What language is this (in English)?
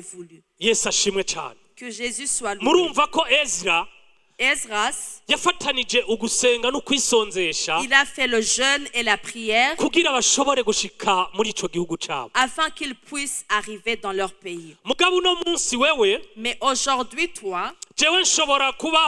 Rundi